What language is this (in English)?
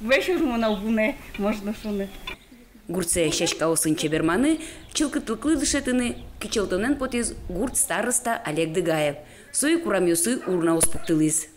Udmurt